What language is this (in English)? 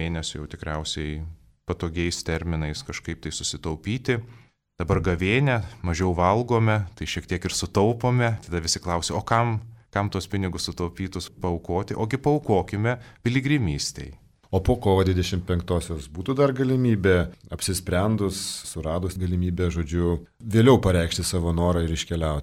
Lithuanian